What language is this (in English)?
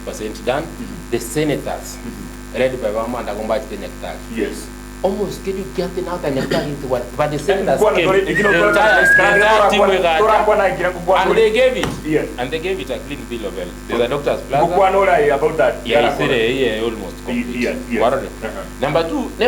Gusii